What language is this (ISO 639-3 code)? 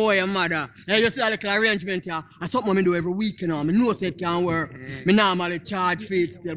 jam